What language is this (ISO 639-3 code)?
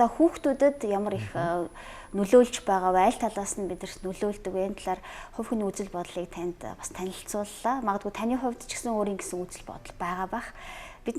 mon